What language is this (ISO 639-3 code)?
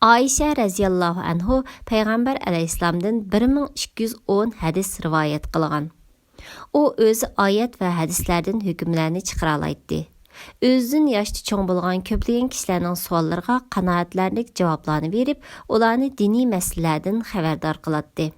uig